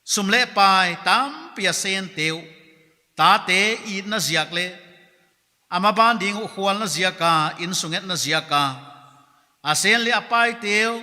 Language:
Paite Chin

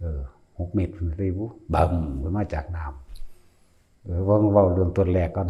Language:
Northeastern Thai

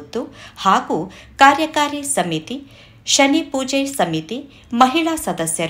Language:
Kannada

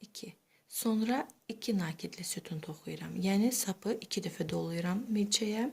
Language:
Azerbaijani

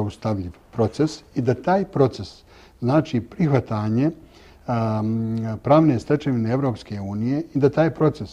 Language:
Bosnian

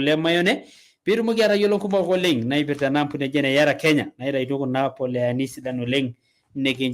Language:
Masai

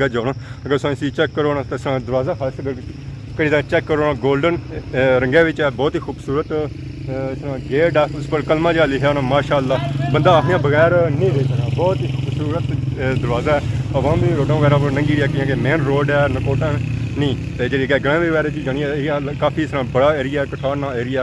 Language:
Pahari-Potwari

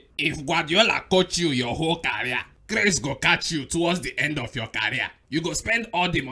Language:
Nigerian Pidgin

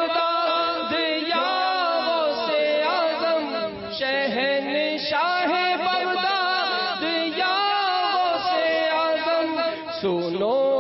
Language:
Urdu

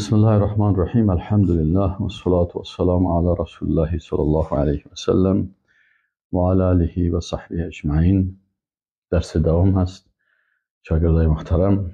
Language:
Persian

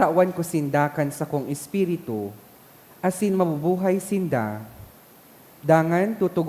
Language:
Bikol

